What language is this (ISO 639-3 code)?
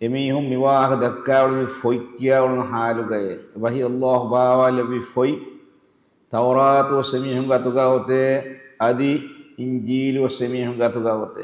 div